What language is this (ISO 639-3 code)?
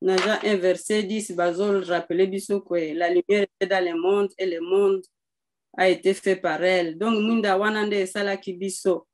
lin